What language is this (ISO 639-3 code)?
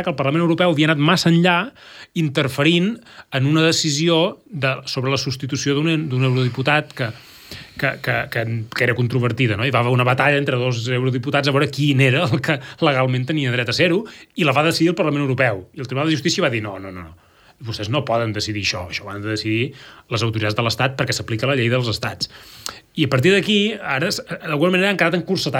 cat